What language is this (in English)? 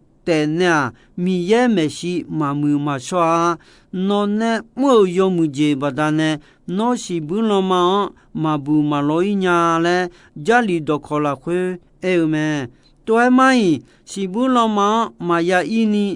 Akha